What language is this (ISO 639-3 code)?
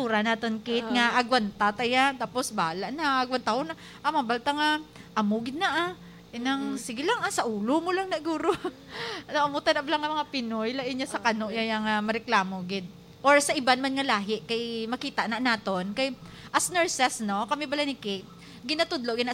hil